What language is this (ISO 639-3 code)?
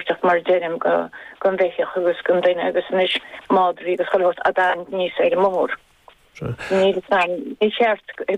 gle